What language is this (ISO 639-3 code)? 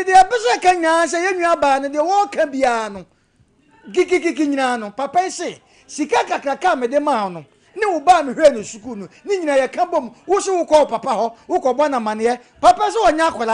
aka